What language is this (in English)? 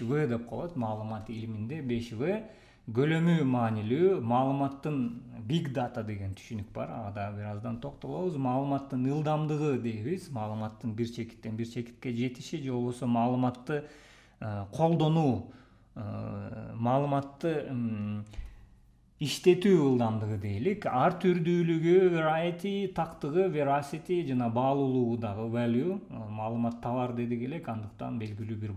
Kyrgyz